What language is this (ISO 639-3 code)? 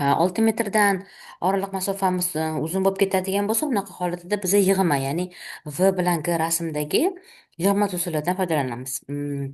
uzb